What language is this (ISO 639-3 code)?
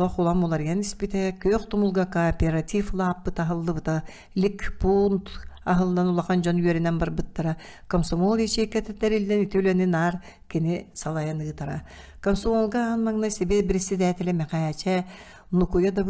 sah